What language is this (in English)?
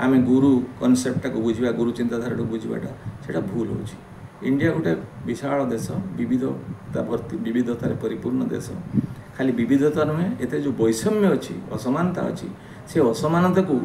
Odia